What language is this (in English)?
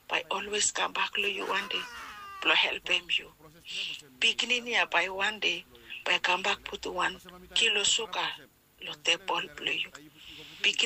Bislama